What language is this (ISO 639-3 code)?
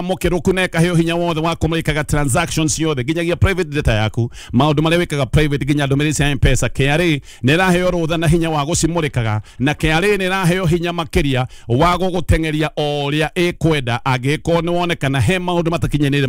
kik